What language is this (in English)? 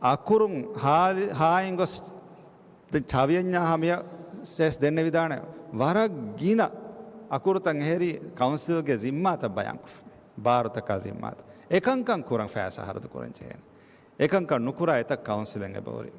Divehi